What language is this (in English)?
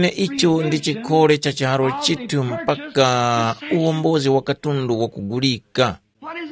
Tumbuka